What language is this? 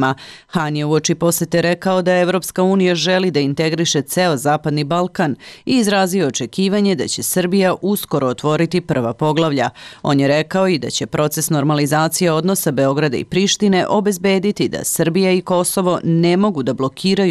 Serbian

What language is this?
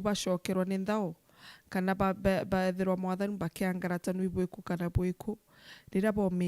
Meru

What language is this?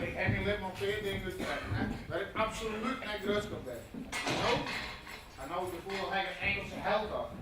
Western Frisian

